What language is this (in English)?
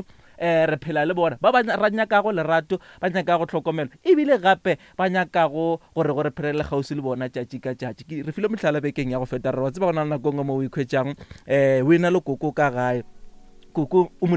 Northern Sotho